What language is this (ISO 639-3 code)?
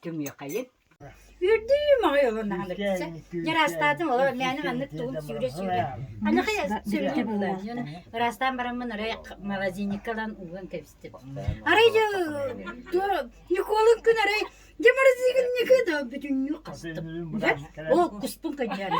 sah